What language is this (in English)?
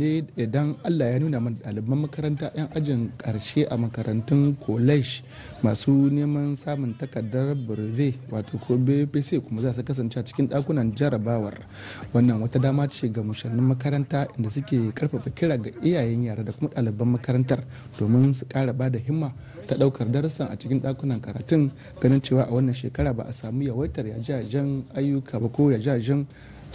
Hausa